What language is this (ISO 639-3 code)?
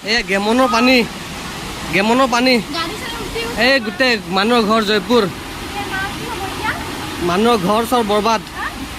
asm